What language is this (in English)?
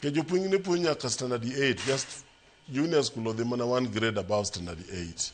Luo (Kenya and Tanzania)